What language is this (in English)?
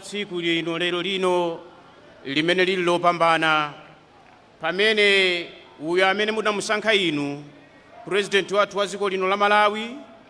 Nyanja